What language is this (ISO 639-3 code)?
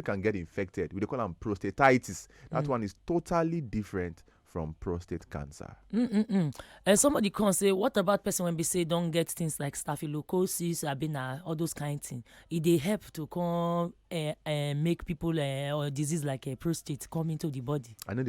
pcm